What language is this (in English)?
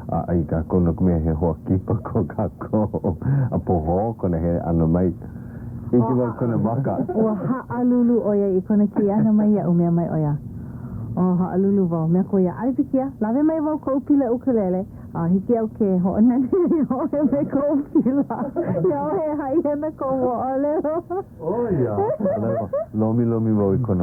Hawaiian